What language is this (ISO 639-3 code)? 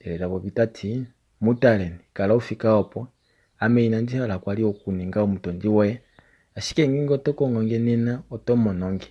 kua